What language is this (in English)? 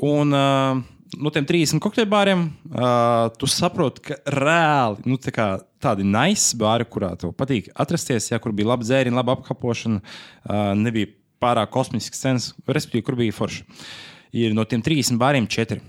Latvian